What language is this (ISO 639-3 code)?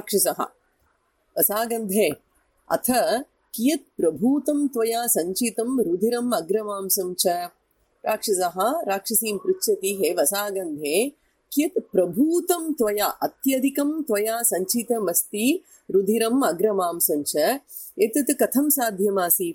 san